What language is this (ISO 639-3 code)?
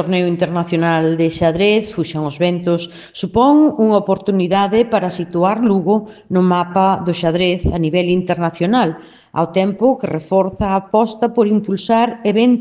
glg